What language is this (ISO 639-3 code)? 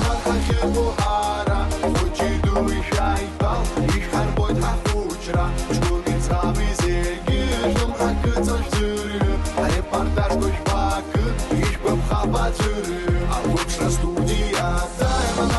abk